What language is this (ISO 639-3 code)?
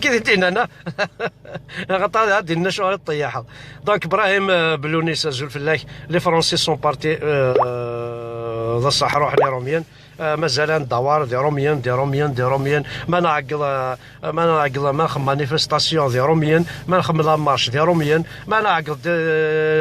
kab